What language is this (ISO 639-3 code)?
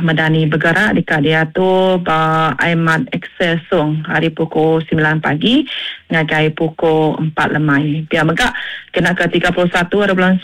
iba